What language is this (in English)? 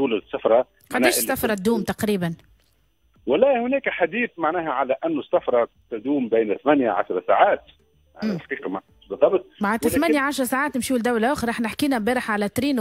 Tunisian Arabic